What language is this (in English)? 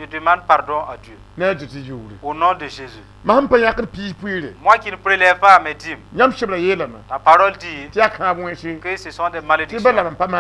Mossi